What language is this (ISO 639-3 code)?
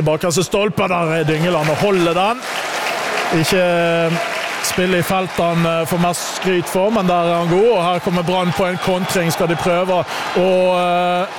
nor